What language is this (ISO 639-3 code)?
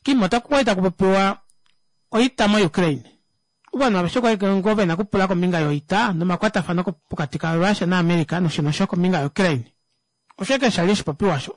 kua